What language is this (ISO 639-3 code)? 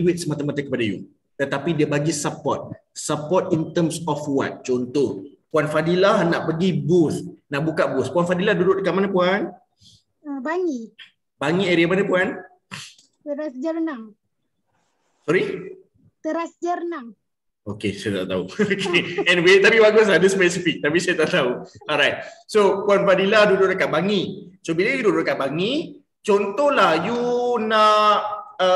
msa